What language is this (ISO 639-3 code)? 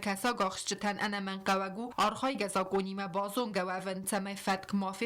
oss